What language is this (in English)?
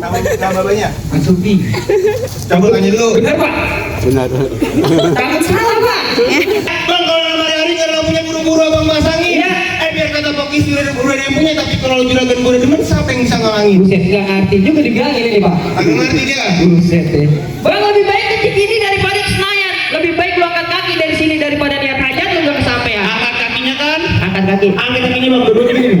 Betawi